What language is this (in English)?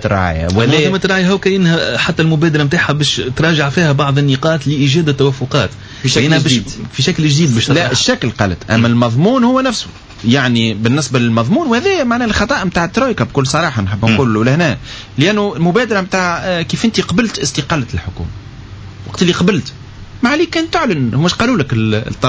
Tunisian Arabic